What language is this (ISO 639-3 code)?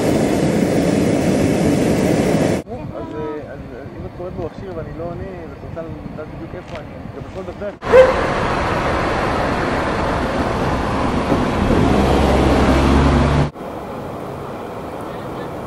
heb